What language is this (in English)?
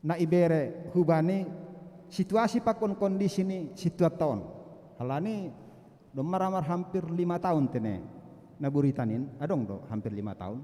Batak Simalungun